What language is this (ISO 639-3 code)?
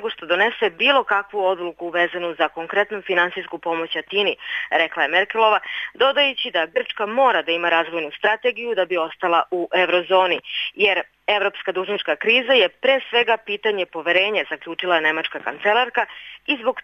srp